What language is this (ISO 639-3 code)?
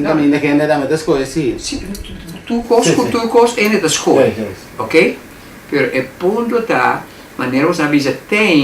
pap